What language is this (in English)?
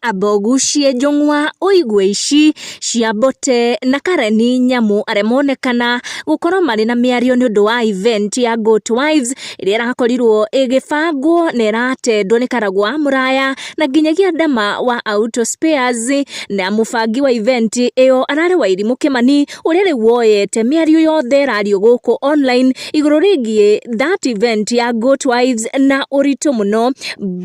Kikuyu